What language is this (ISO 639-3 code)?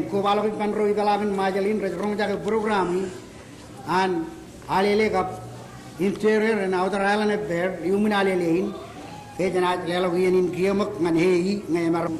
mah